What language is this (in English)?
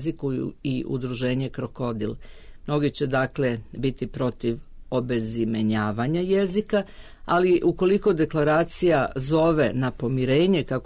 Serbian